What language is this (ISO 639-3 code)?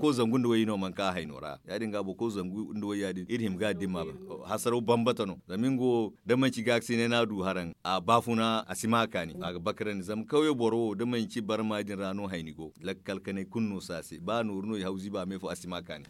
dje